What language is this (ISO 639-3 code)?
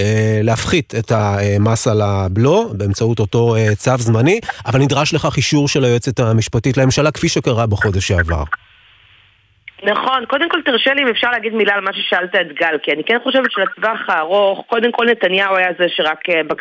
heb